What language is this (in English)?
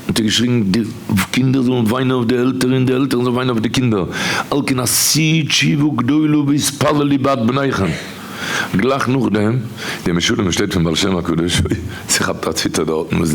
Yiddish